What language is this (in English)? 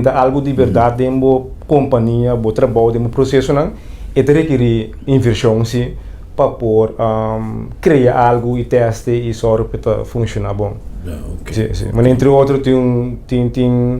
Papiamento